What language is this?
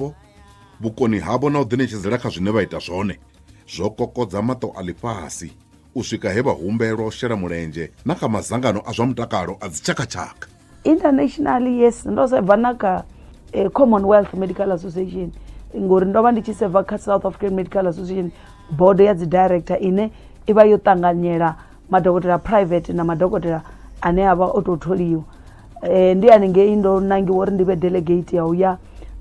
Venda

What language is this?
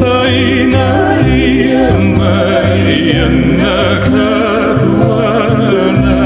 Hawaiian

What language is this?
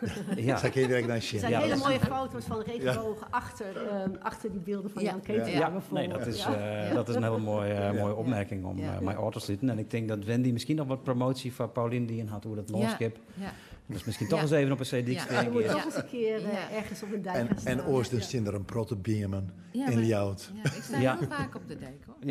Western Frisian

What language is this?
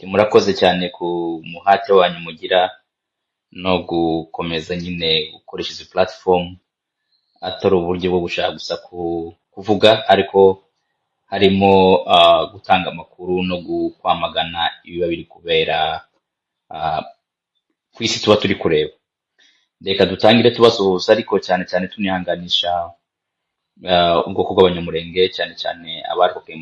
Kinyarwanda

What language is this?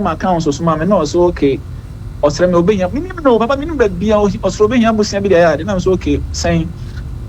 Akan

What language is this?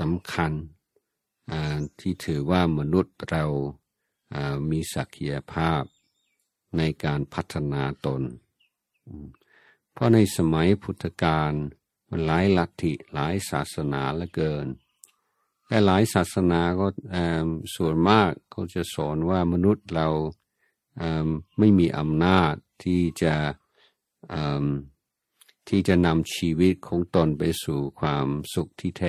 Thai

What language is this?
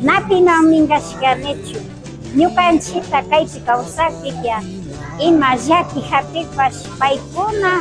Imbabura Highland Quichua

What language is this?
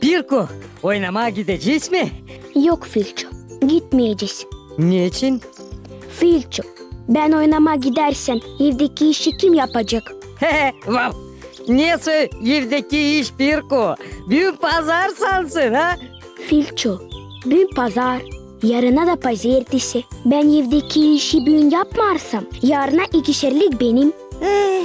Gagauz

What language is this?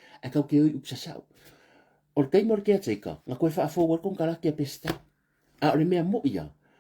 Samoan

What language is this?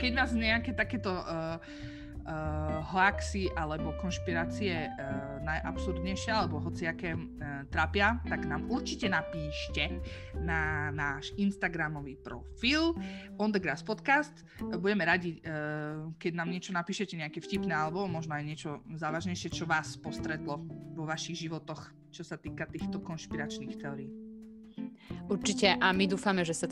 Slovak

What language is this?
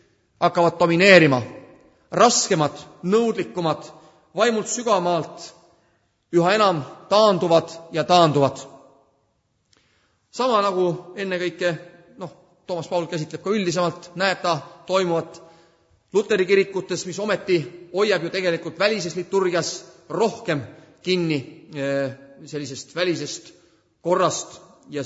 Estonian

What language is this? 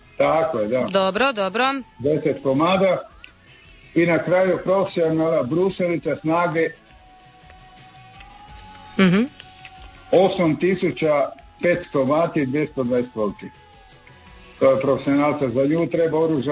Croatian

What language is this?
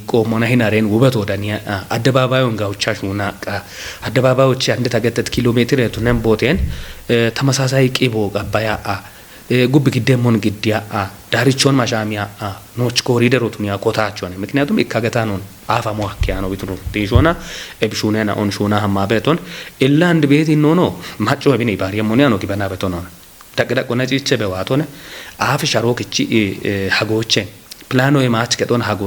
Kafa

